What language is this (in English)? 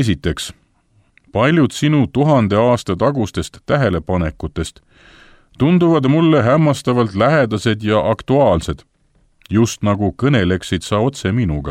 Estonian